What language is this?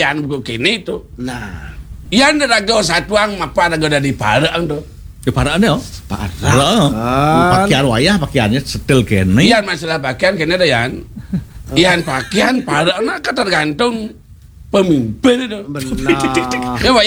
Balinese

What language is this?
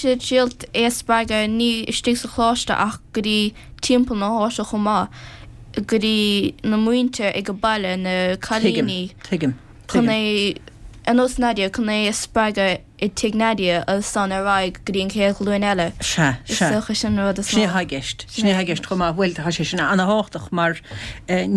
Irish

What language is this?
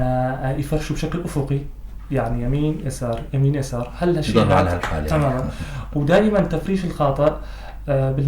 North Levantine Arabic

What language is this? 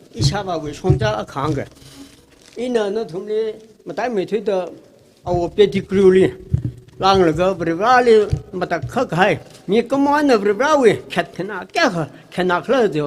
Tangkhul Naga (India)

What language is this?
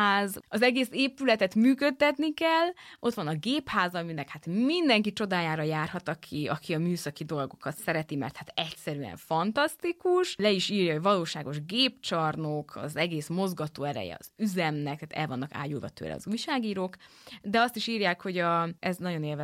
Hungarian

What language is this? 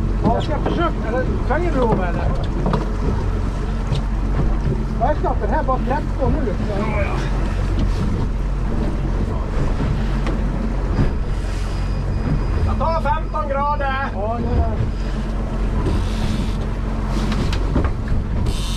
Swedish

